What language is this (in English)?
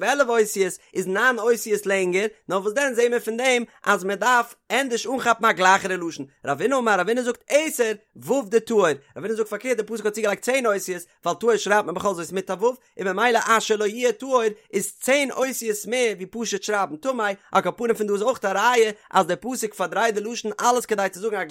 Yiddish